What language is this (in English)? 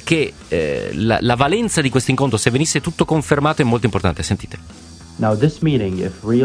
Italian